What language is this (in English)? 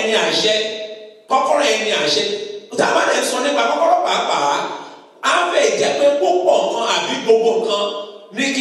Yoruba